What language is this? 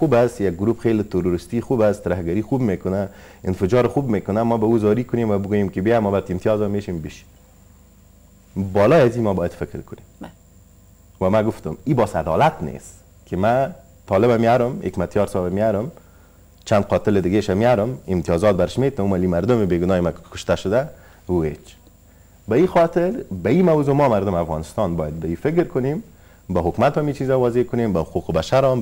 Persian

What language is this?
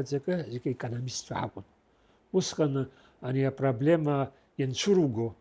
Abkhazian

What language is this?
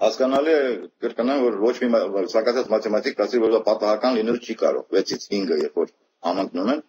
Armenian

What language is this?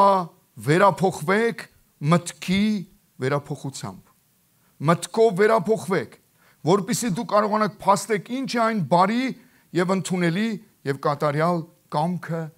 Armenian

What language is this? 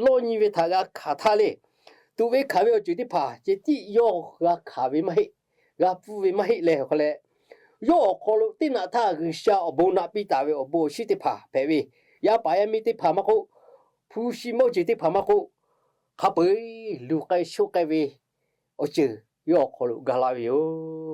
Lahu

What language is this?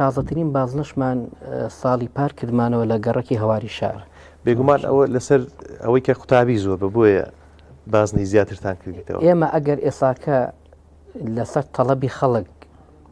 Central Kurdish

